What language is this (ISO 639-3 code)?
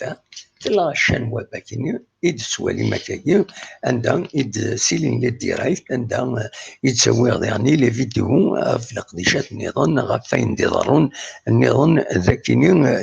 kab